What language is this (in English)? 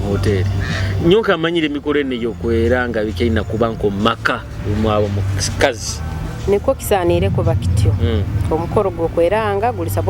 Nyoro